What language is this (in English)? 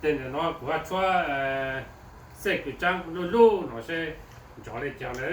Hmong